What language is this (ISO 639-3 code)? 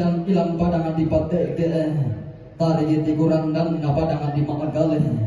sda